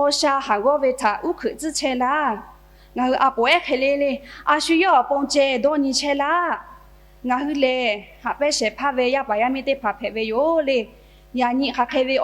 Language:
Lahu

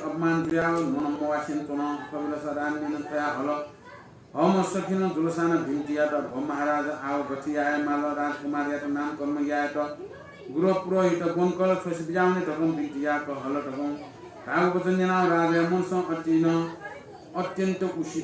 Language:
Newari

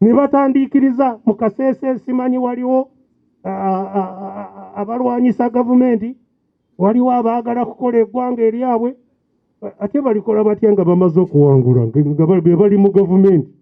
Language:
Ganda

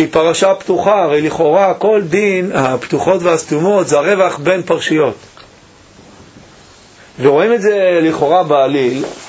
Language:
Hebrew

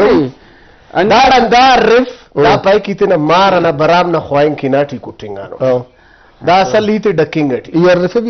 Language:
Brahui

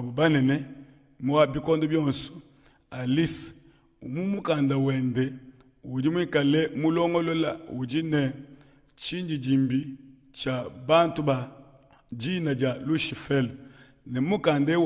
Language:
Luba-Lulua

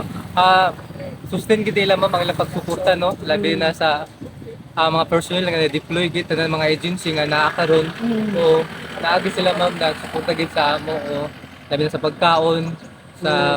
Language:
Cebuano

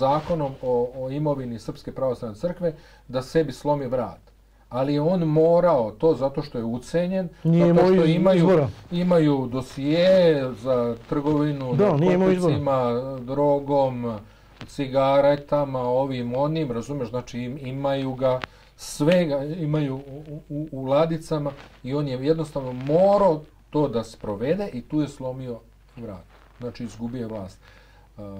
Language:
Bosnian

